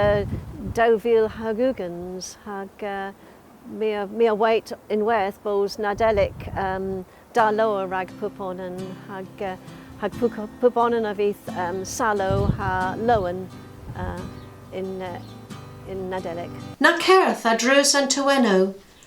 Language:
Cornish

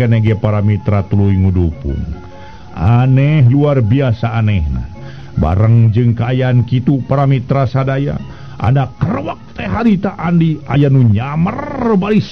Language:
Sundanese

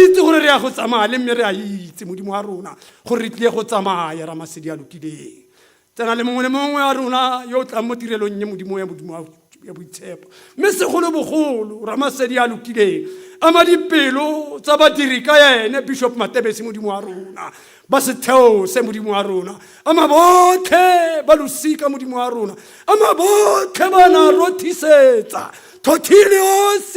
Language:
Tswana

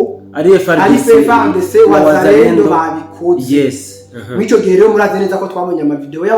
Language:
Rundi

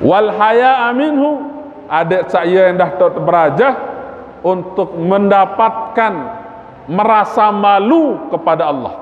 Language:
Sasak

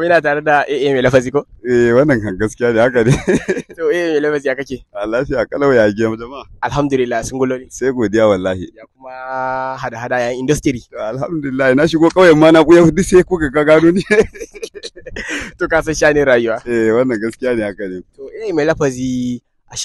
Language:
Hausa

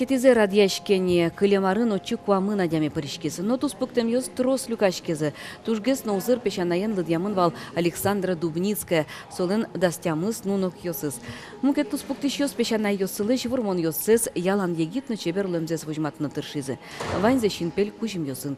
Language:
Udmurt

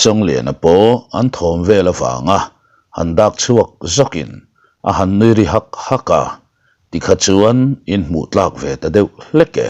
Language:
Mizo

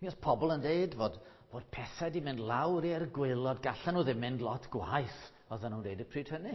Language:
Welsh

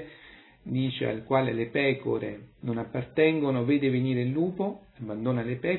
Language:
Italian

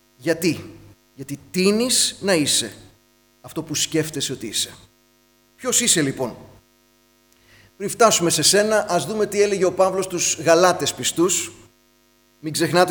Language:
Greek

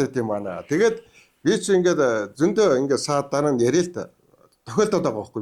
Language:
Mongolian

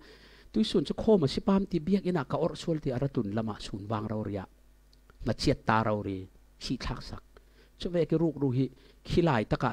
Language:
Falam Chin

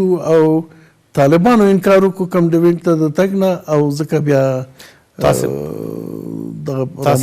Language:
Pashto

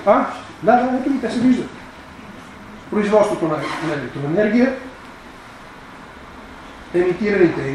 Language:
Bulgarian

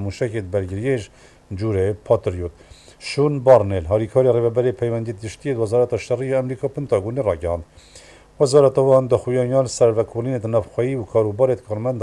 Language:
Kurdish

